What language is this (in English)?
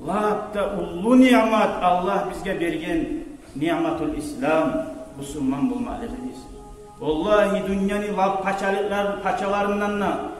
Kumyk